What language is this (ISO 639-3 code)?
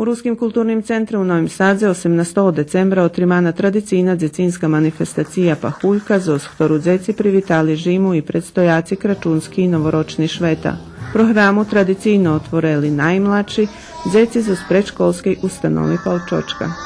rue